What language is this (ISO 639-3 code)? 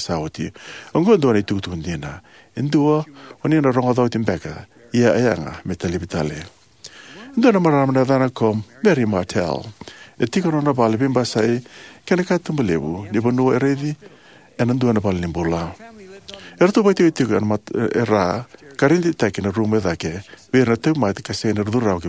fij